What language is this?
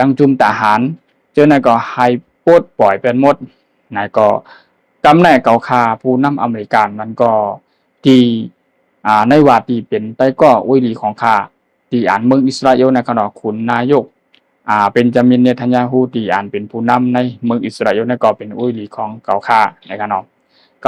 Shan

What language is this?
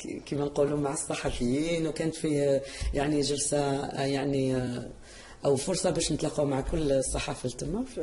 Algerian Arabic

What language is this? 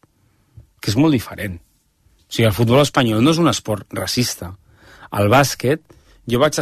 Catalan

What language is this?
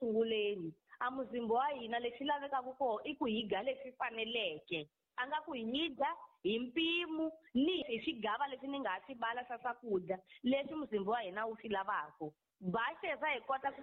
Tsonga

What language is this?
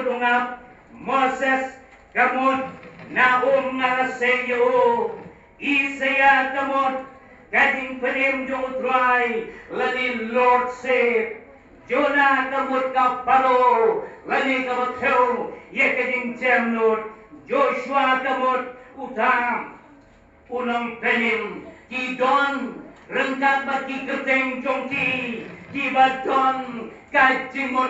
Khasi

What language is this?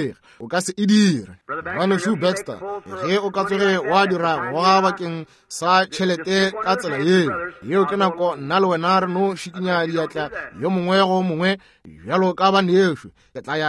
Northern Sotho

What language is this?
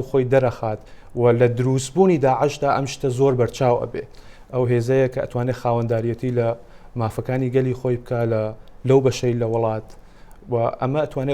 Central Kurdish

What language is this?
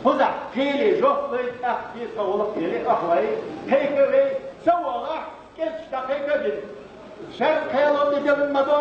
Chechen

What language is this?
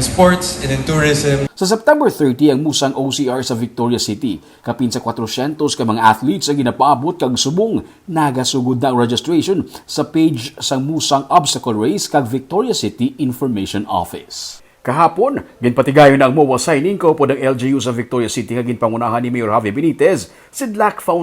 Hiligaynon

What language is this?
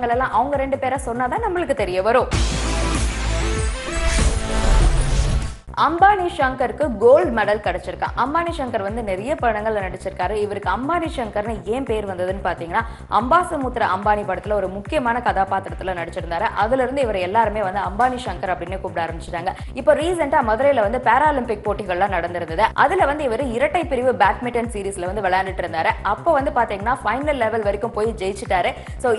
Tamil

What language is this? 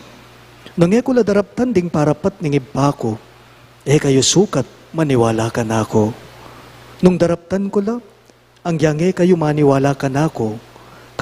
Pampanga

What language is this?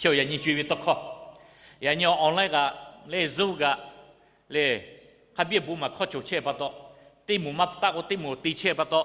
Lahu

